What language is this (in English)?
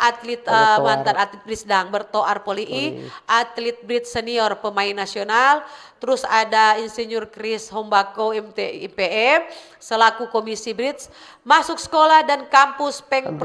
Manado Malay